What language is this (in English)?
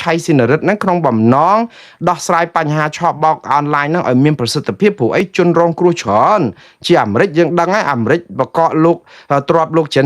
Khmer